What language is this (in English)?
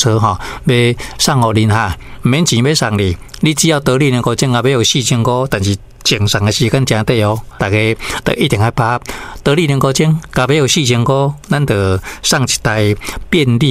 Min Nan Chinese